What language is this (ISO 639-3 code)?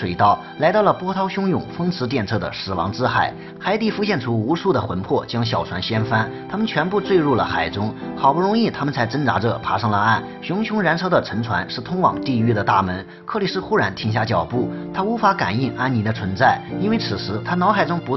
zho